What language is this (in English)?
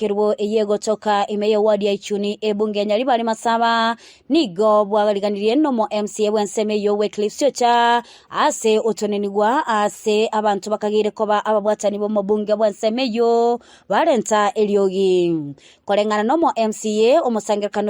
Gusii